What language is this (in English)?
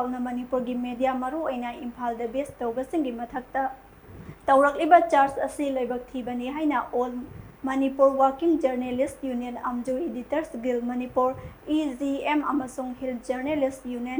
Manipuri